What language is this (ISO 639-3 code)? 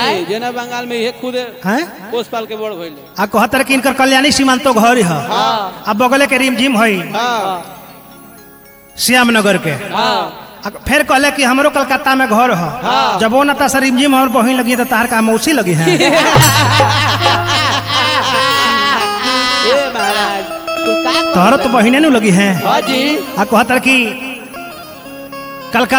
bho